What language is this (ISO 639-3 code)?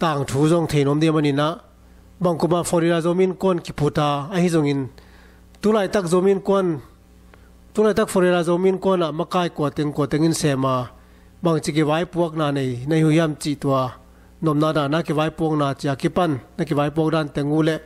ctd